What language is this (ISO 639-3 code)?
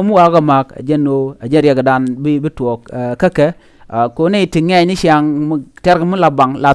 nus